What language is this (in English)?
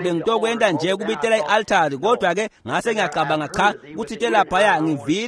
Swati